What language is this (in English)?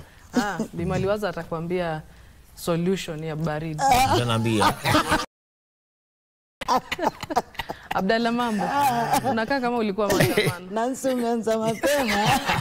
Swahili